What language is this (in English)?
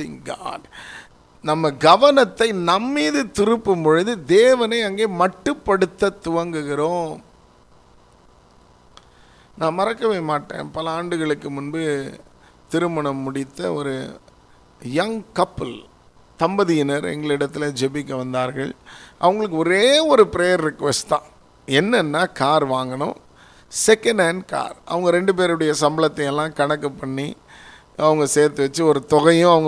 Tamil